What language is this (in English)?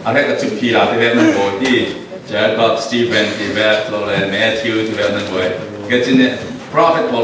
Falam Chin